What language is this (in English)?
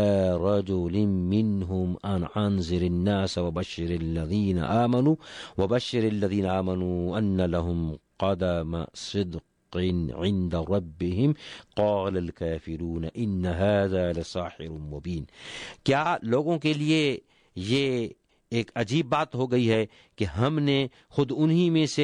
Urdu